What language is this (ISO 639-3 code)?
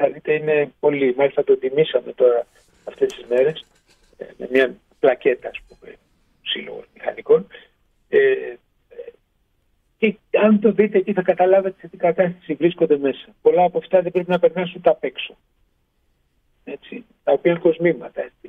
ell